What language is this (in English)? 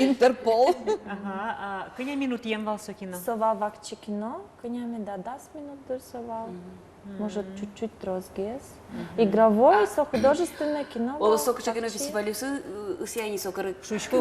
Udmurt